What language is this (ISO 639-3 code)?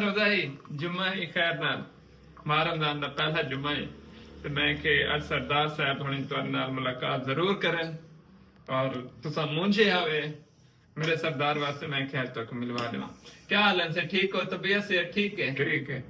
skr